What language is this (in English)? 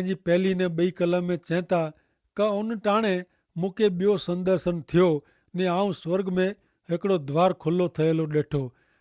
Kachhi